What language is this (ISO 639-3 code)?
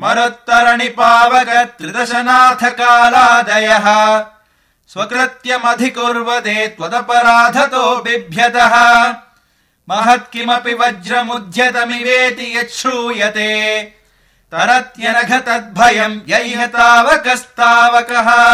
san